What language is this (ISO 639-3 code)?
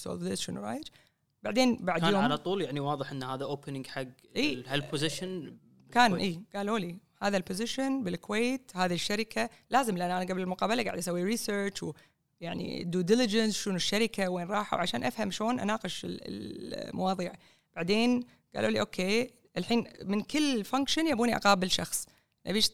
afb